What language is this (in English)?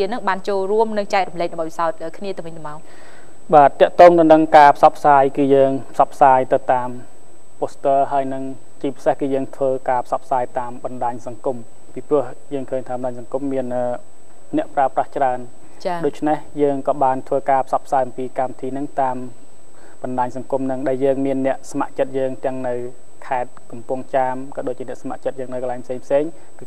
Khmer